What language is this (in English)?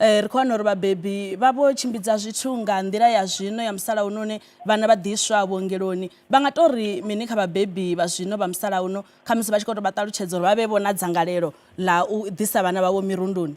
Venda